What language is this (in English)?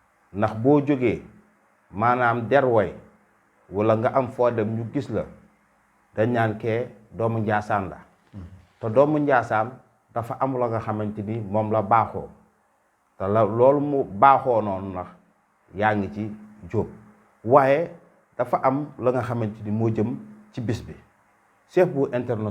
Wolof